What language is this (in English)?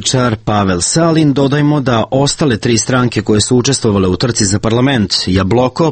Serbian